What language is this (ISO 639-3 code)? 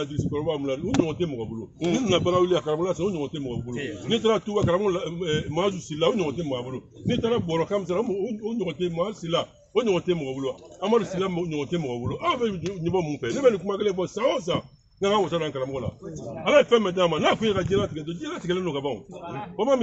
bam